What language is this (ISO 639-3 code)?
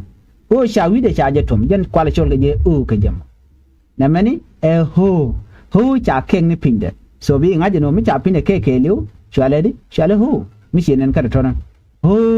nus